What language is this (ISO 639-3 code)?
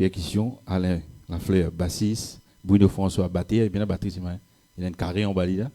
mfe